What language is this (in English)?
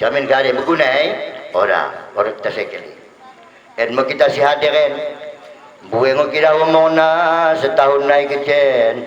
Batak Dairi